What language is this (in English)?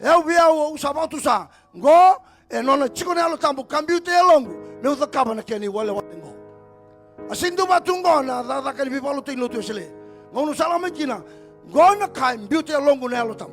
Fijian